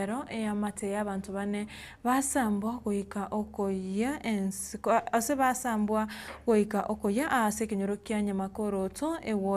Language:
Gusii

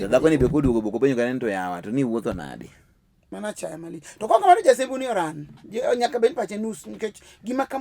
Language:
Luo (Kenya and Tanzania)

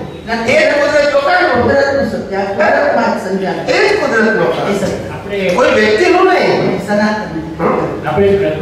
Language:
Gujarati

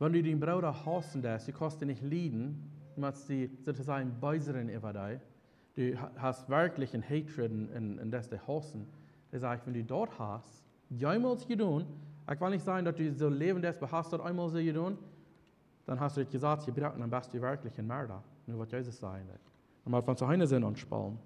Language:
Plautdietsch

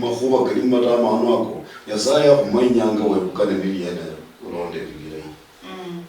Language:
Luyia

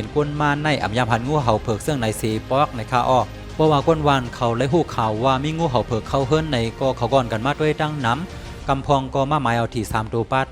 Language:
Shan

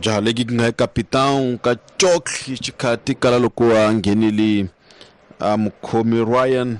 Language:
Tsonga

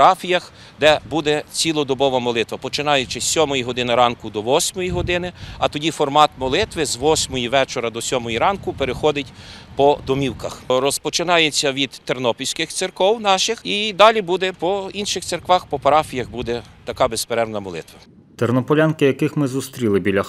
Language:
Ukrainian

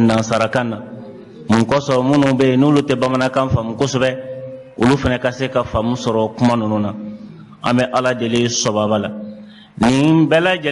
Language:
Bambara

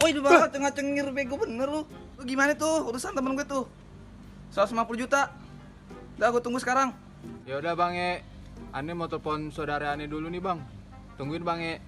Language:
Betawi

